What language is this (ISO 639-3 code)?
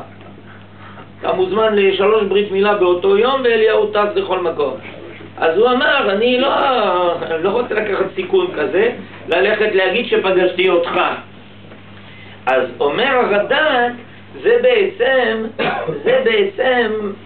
heb